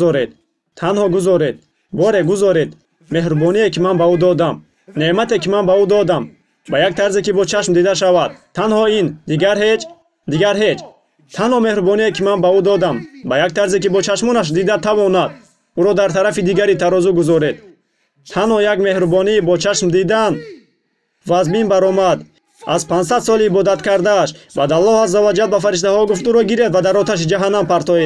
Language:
Tajik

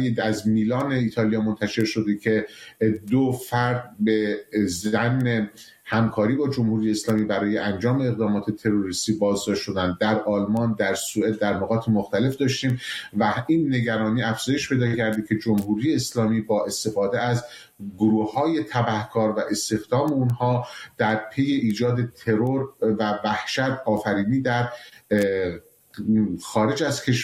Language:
Persian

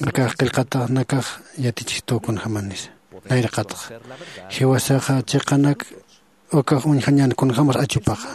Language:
Aymara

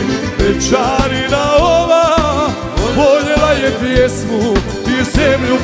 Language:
Croatian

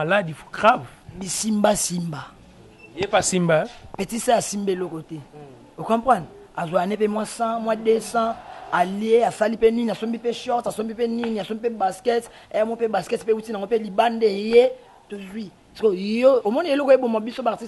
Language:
Lingala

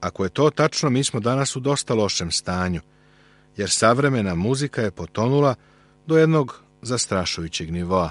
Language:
Serbian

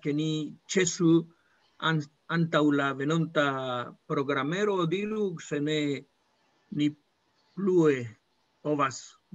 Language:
Esperanto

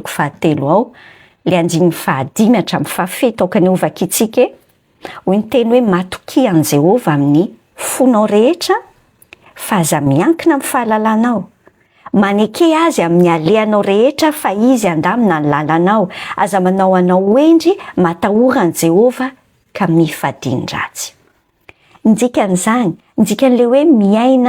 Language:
Malagasy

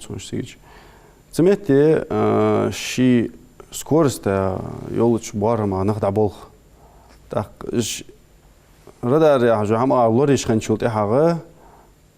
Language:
Ingush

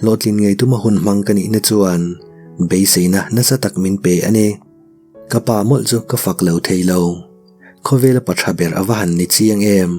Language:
Mizo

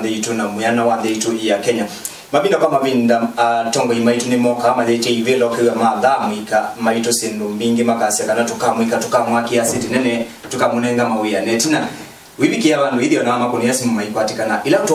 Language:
Kamba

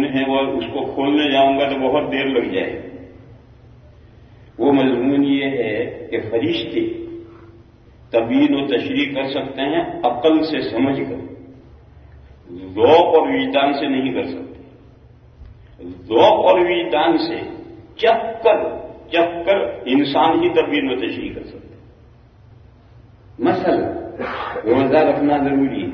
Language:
Urdu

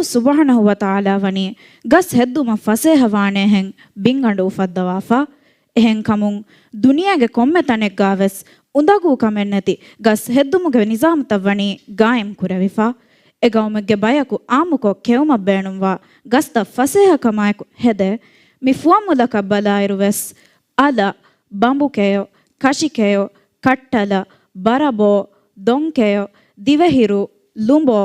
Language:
Divehi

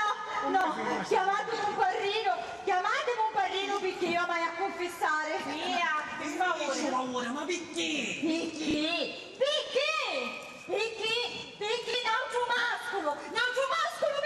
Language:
Sicilian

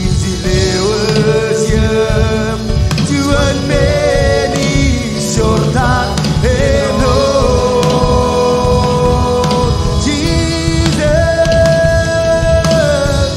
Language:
Marshallese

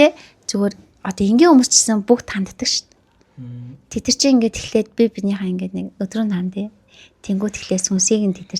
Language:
Mongolian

